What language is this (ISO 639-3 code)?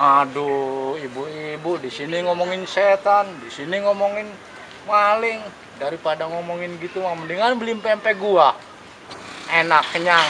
bew